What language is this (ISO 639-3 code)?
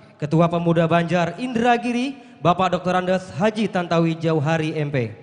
bjn